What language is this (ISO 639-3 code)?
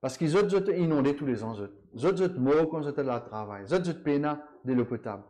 mfe